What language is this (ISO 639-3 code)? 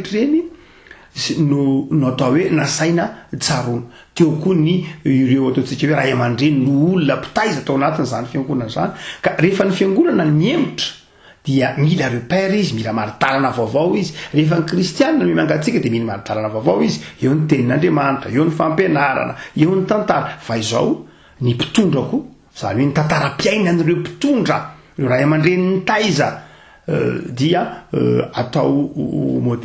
mlg